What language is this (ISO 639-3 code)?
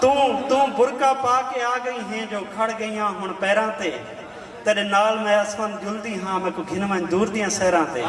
skr